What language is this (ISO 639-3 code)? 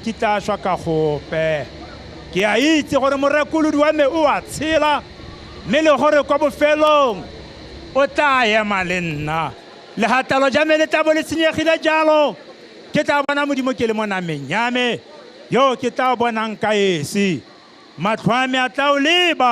tsn